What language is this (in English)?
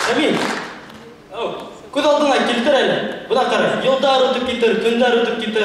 Bashkir